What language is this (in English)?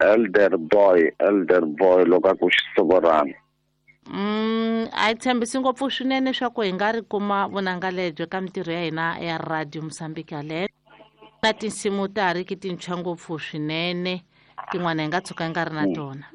Tsonga